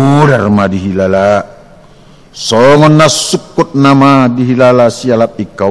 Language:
Batak Toba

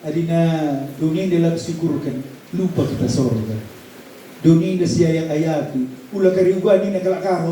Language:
Batak Karo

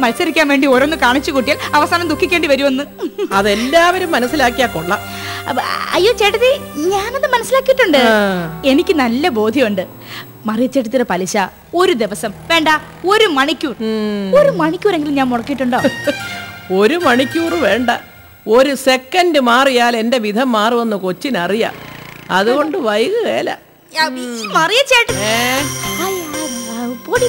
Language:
Malayalam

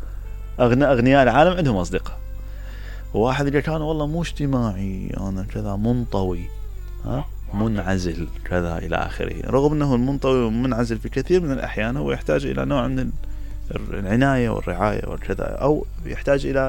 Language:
Mesopotamian Arabic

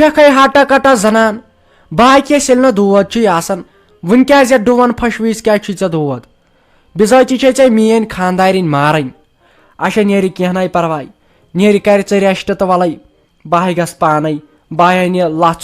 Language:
Kashmiri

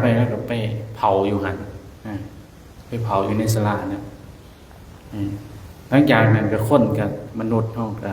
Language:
Lao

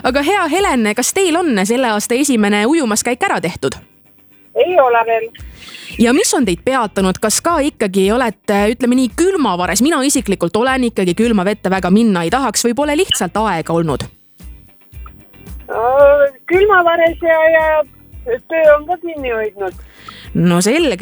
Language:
Estonian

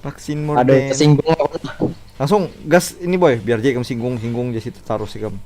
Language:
Banjar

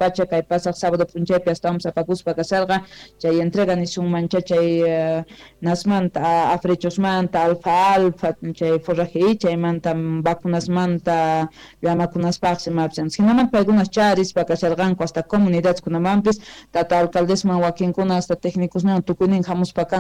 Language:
South Bolivian Quechua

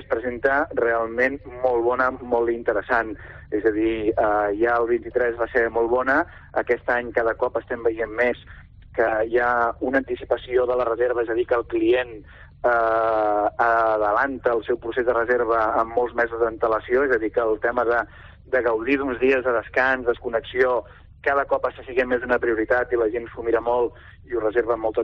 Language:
Catalan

